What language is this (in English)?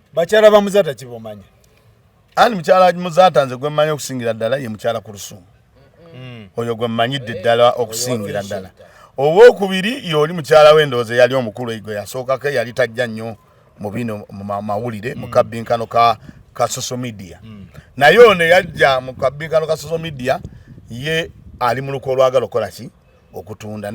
Ganda